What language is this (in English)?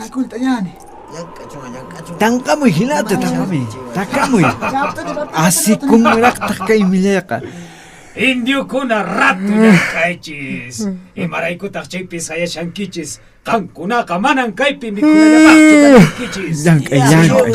Puno Quechua